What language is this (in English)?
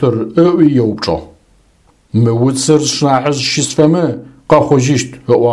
Adyghe